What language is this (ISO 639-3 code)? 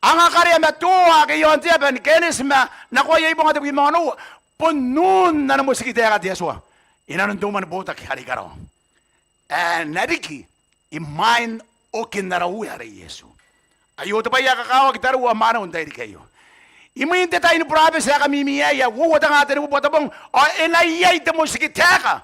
gil